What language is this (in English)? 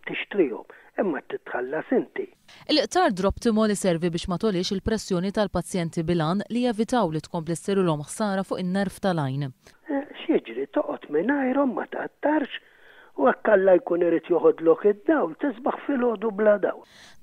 Maltese